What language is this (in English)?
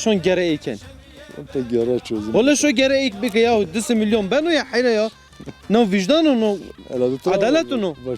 Zaza